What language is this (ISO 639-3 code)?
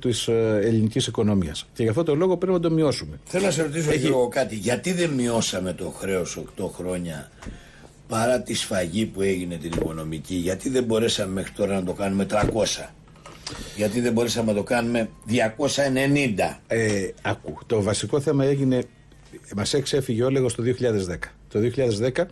ell